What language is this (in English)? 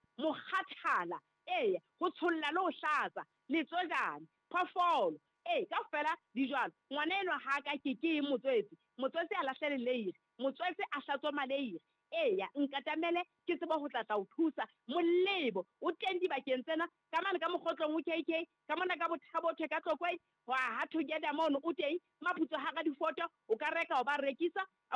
Southern Sotho